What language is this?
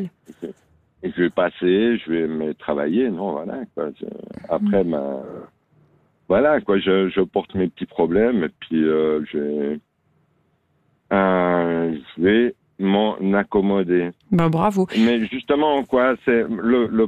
French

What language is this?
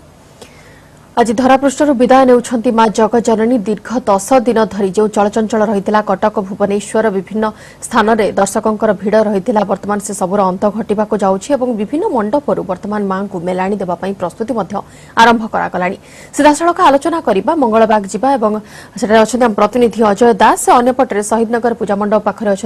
Odia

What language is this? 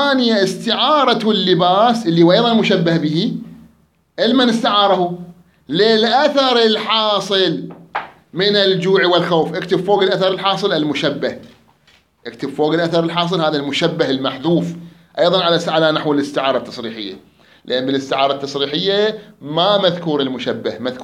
Mesopotamian Arabic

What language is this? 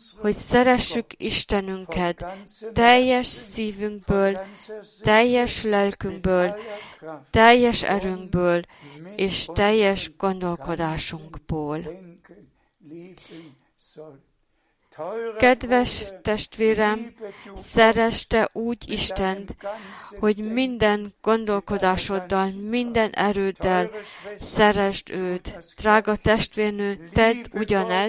Hungarian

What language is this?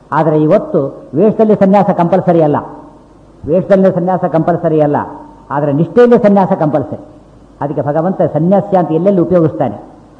Kannada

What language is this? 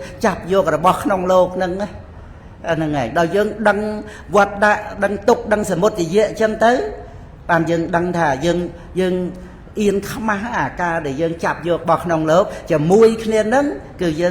Khmer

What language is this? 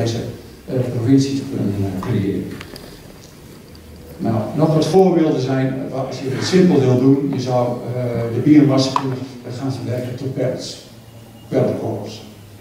Dutch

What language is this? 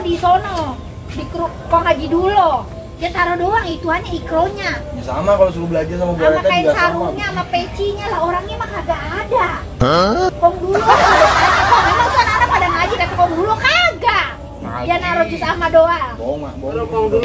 Betawi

